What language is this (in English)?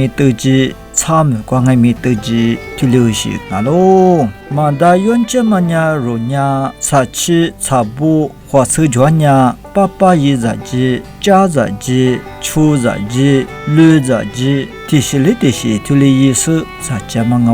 Lisu